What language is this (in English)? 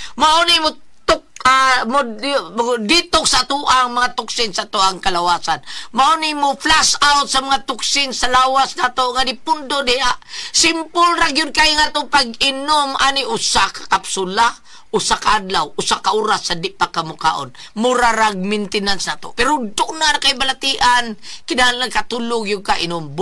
Cebuano